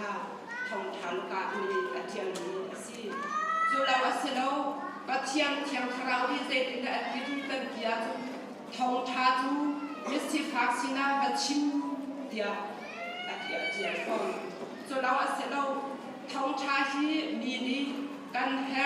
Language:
Hakha Chin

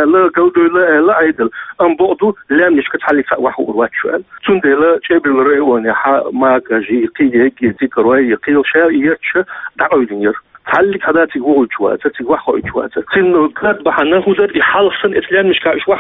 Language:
Chechen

